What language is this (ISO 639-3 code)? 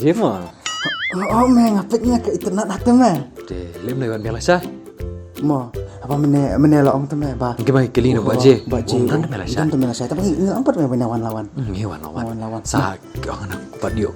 kha